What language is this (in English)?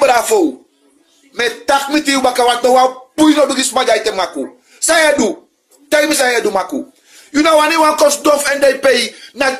Sranan Tongo